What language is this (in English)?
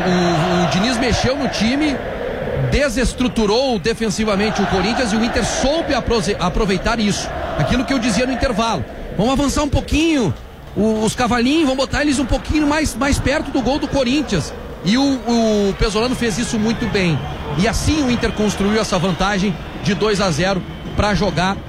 Portuguese